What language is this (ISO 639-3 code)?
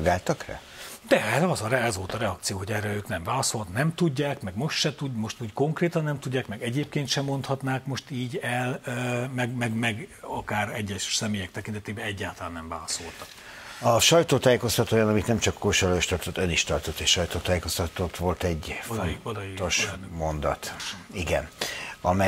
hun